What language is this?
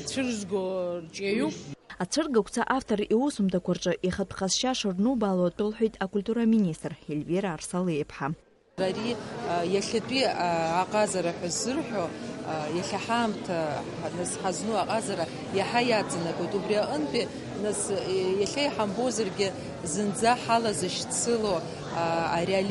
Abkhazian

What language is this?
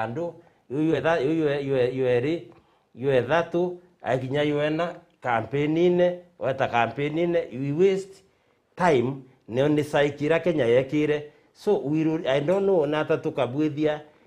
Meru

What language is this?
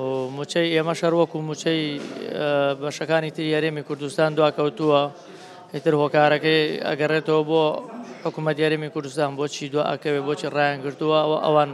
Central Kurdish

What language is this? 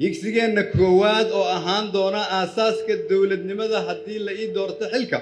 Somali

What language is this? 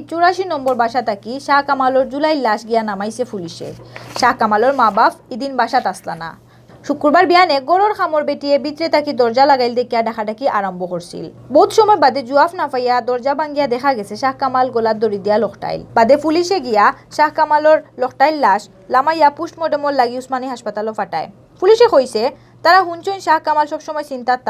Sylheti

